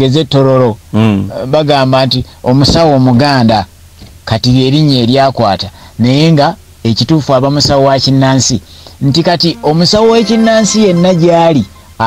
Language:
Ganda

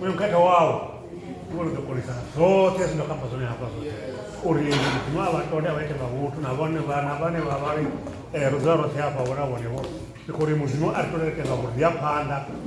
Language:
Venda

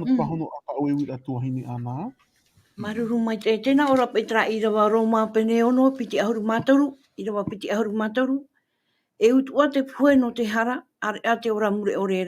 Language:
Tahitian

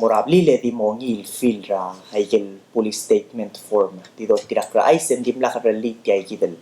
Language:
Palauan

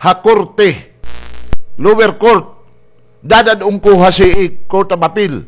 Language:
Waray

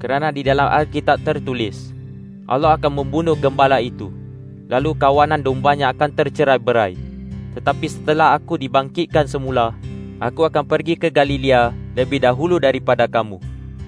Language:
Malay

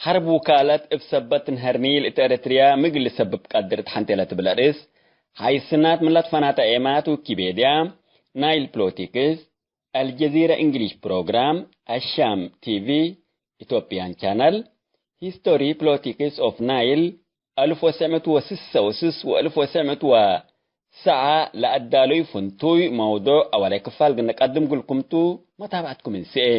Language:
Tigre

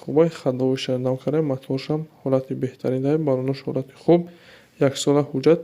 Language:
Tajik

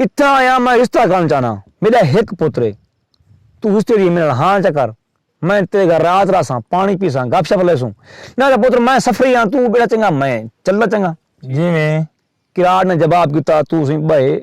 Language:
Saraiki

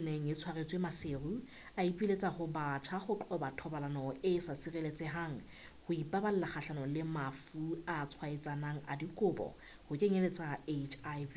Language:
Southern Sotho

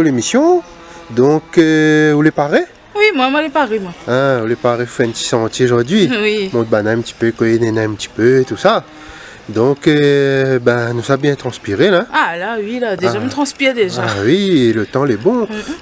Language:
Réunion Creole French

